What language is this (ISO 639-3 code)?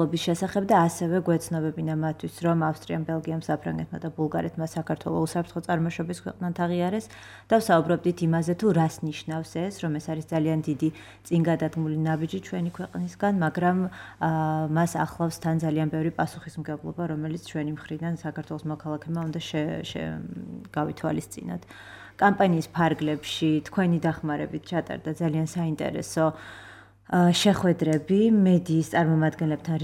kat